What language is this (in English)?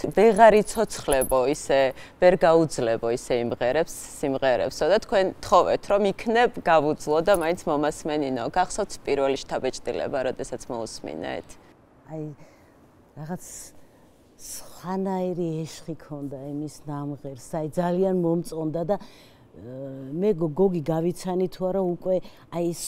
Georgian